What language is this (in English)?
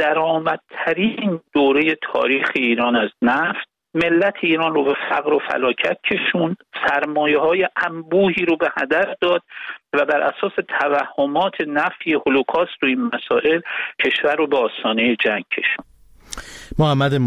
Persian